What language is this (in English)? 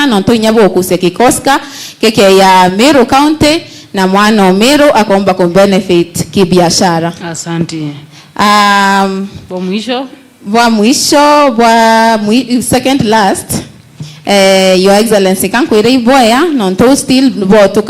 Meru